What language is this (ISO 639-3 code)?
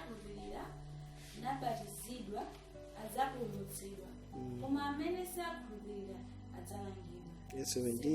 nya